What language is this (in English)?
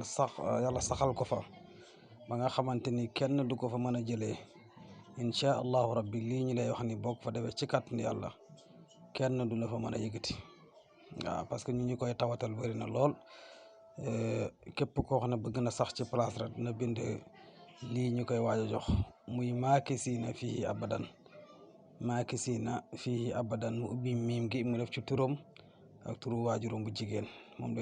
Wolof